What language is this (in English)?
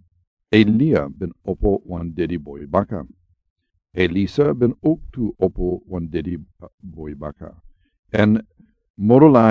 Sranan Tongo